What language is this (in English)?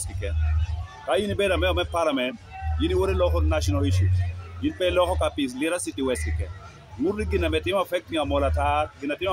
Lango (Uganda)